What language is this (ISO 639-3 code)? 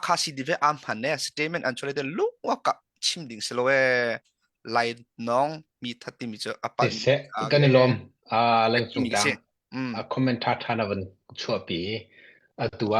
cnh